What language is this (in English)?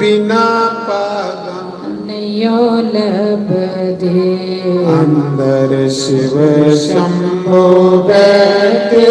Dogri